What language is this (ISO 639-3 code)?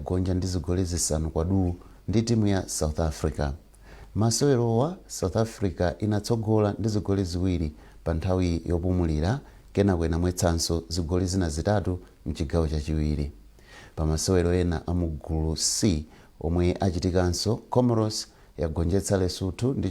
nya